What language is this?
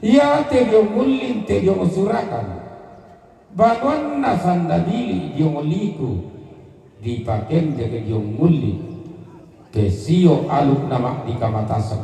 Toraja-Sa'dan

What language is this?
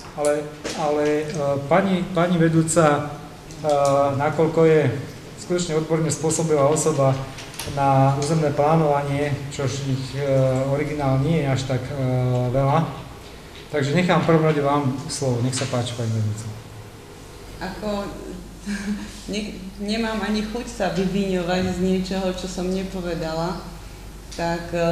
Slovak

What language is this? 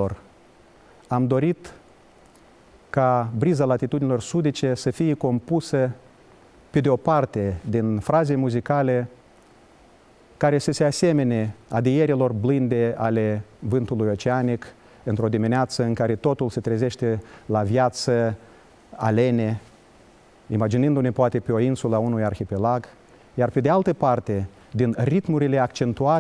Romanian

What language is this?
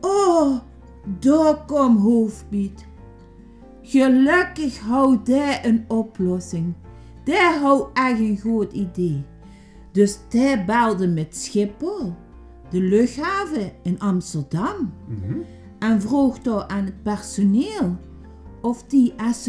Limburgish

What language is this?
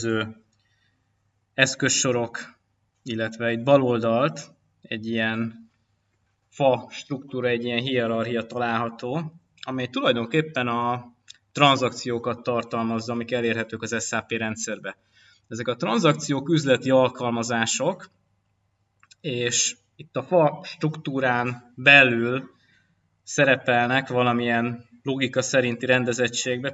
Hungarian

